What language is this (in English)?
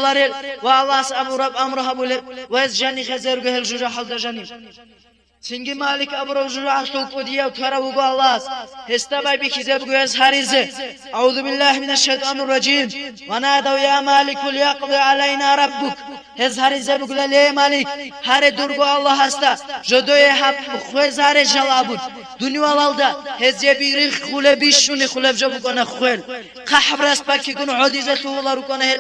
Avaric